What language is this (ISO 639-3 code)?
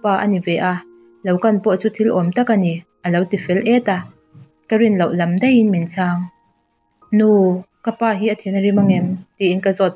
lus